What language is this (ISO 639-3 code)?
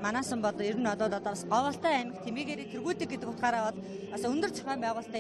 mon